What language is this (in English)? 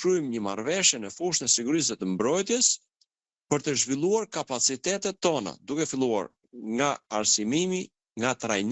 Albanian